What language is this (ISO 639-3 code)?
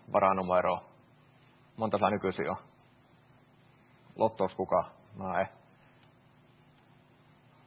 fin